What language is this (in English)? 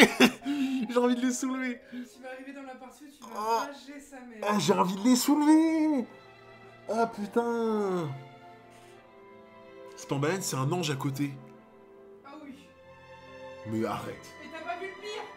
French